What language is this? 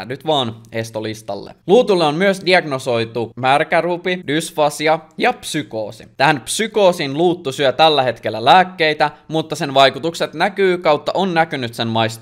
Finnish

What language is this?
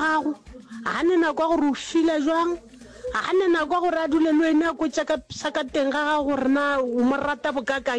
Northern Sotho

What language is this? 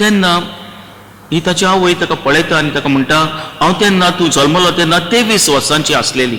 Konkani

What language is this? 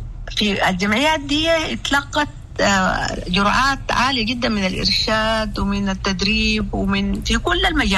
Sudanese Arabic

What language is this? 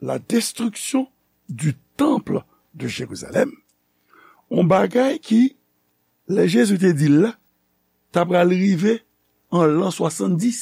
Haitian Creole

